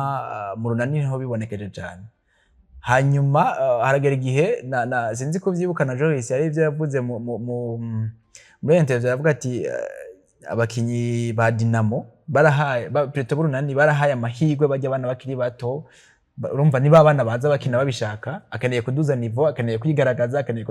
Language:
Rundi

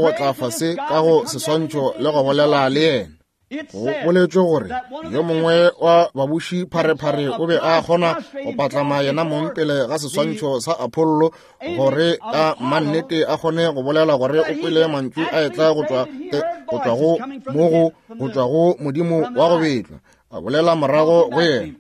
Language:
Northern Sotho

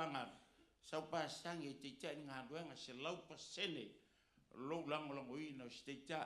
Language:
Samoan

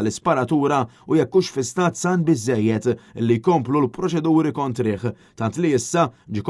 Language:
Maltese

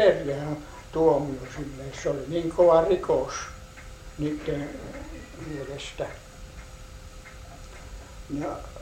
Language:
Finnish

